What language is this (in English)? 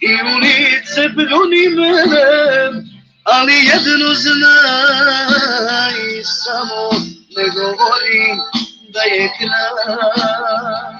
Balkan Romani